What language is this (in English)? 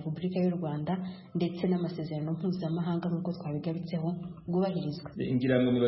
Kinyarwanda